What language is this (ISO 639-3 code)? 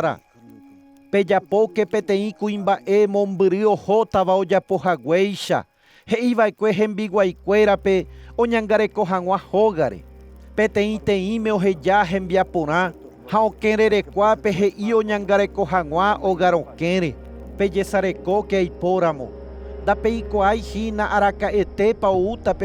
grn